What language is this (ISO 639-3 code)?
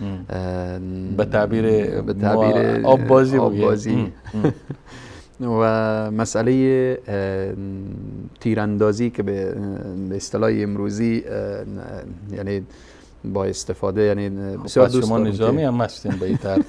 fas